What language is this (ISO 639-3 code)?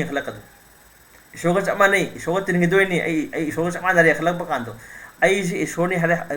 mni